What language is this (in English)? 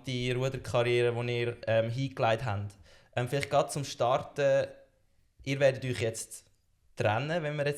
Swiss German